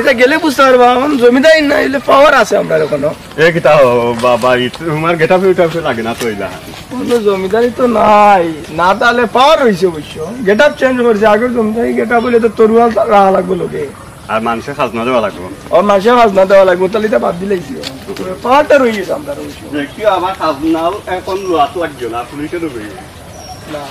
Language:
Sylheti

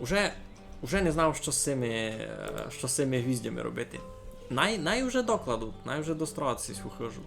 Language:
Rusyn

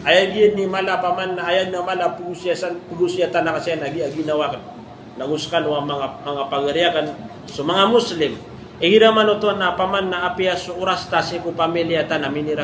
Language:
Maranao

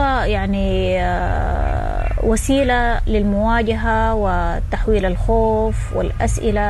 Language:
Sudanese Arabic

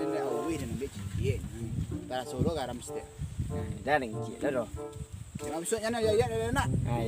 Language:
Minangkabau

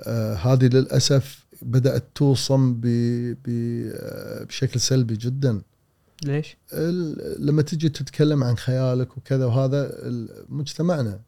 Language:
Gulf Arabic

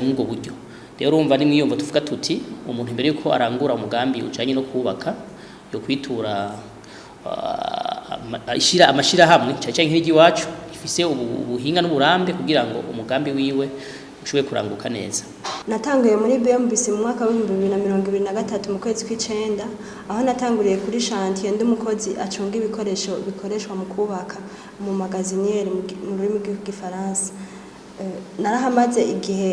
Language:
Rundi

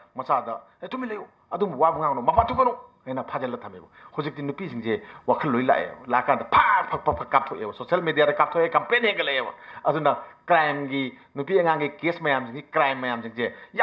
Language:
Manipuri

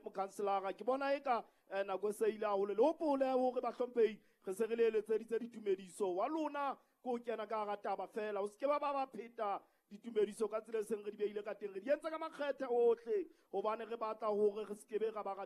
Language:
Southern Sotho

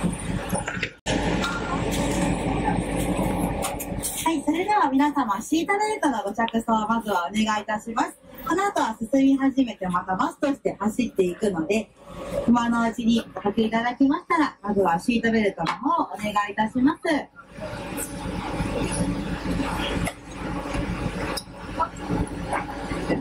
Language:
Japanese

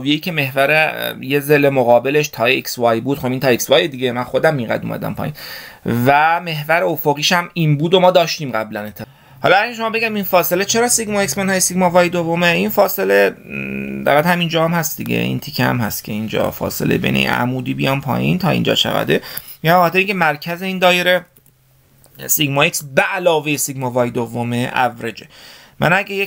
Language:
Persian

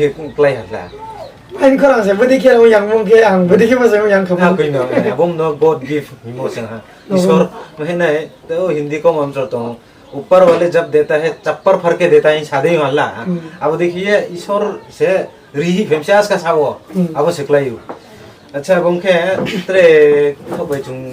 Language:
Riang (India)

